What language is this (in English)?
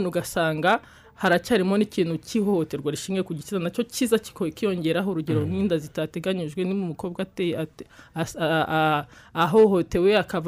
Kinyarwanda